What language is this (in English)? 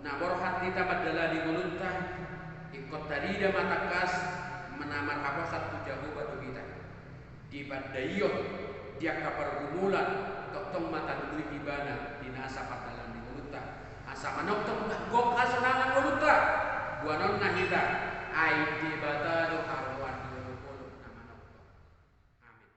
Batak Toba